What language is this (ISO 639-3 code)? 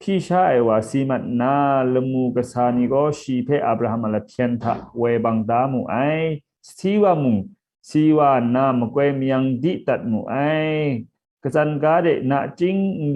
kac